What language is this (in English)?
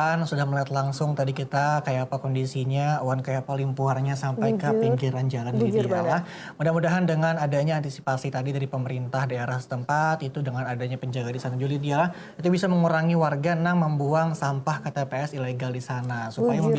Banjar